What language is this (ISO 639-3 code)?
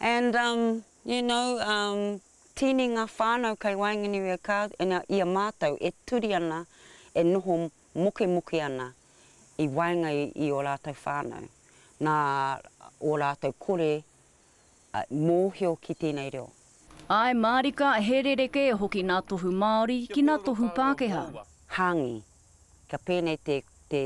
mri